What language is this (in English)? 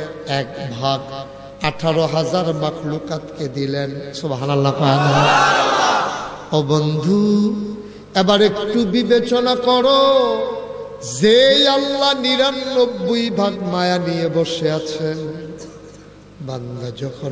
Bangla